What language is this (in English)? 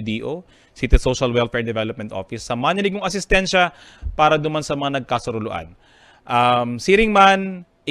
Bikol